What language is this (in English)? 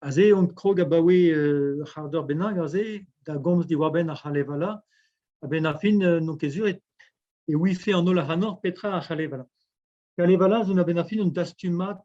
Breton